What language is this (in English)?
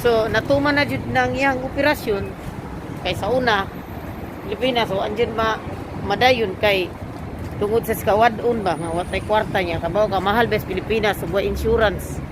Cebuano